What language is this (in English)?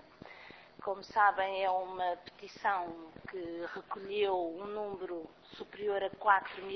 Portuguese